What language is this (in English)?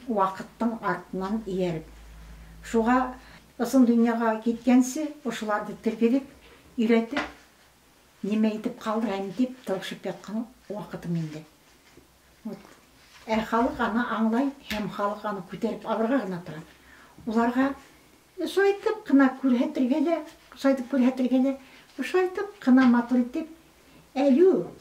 Bashkir